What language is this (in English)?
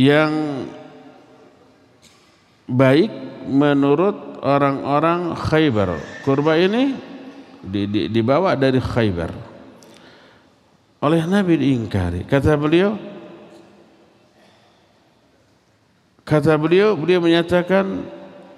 Indonesian